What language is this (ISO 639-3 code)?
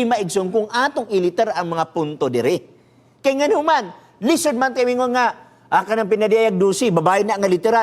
ceb